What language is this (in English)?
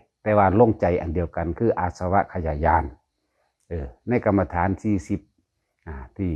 Northeastern Thai